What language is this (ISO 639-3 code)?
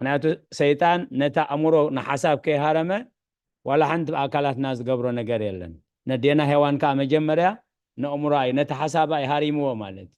tir